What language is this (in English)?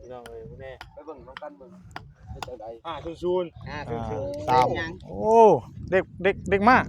Northeastern Thai